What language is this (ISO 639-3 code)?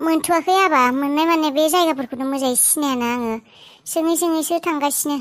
brx